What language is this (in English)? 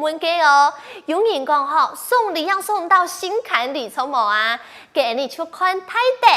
Hakka Chinese